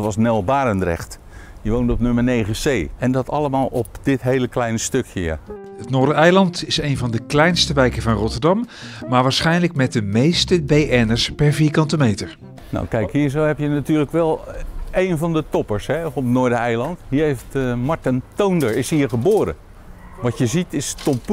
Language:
Dutch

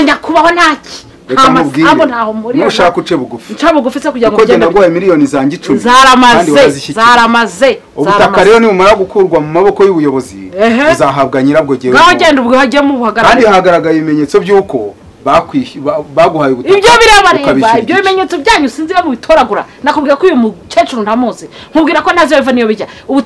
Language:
Kinyarwanda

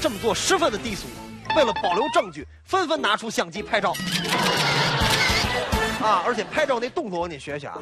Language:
Chinese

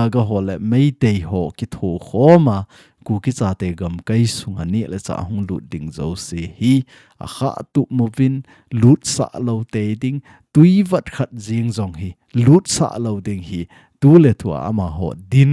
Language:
Thado Chin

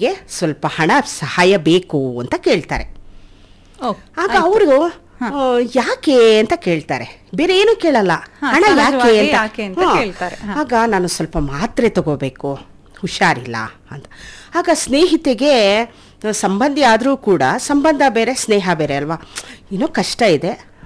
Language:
Kannada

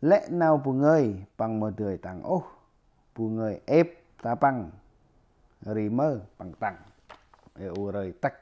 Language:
Central Mnong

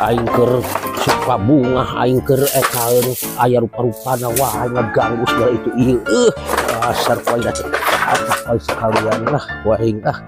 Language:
Sundanese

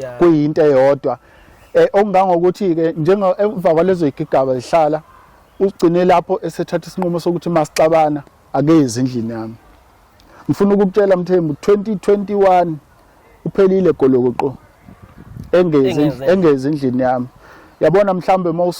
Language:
Zulu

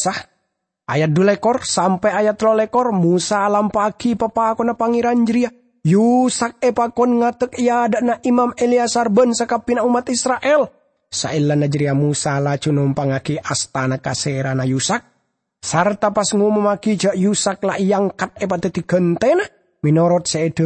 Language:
Madurese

